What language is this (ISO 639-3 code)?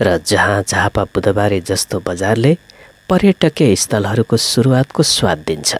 nep